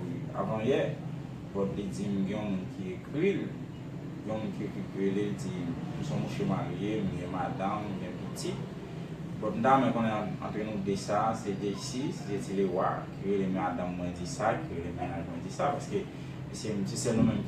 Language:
Haitian Creole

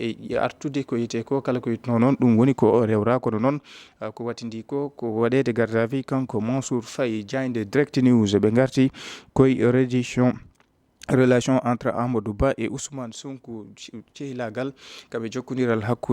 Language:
Fula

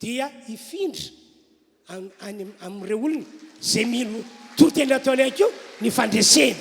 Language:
Malagasy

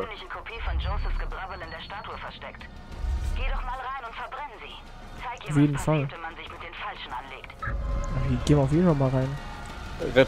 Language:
German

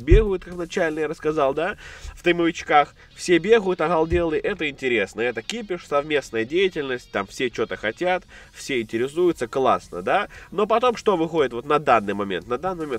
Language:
Russian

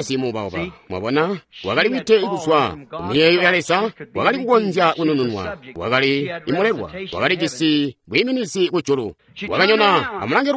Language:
Tonga (Zambia)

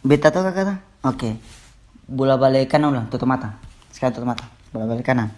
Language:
Ambonese Malay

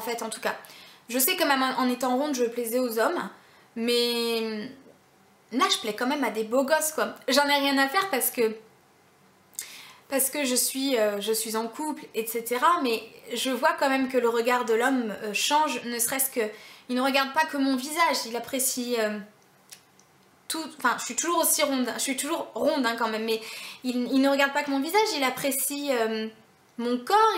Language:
French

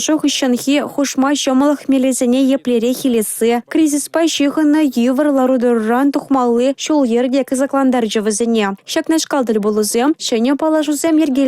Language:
Chuvash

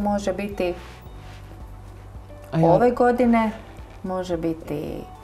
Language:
Croatian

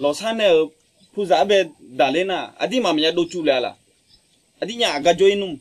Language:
Akha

